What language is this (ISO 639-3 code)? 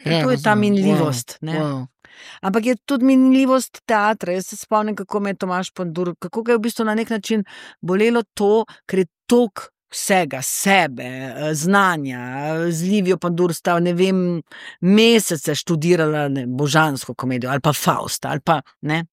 slv